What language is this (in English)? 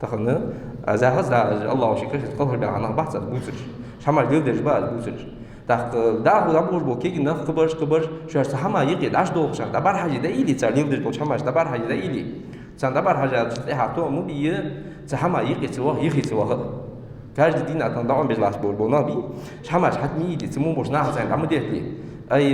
Ingush